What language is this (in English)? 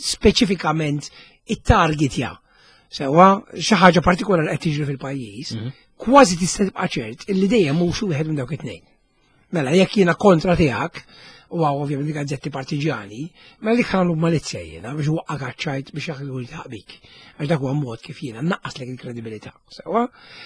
Maltese